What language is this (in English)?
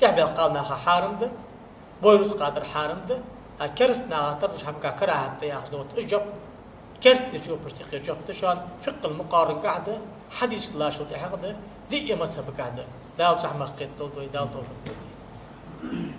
Ingush